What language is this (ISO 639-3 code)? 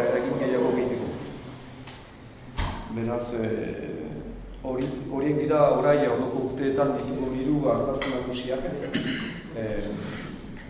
eus